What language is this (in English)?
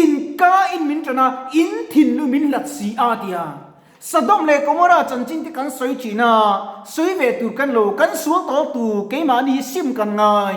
Mizo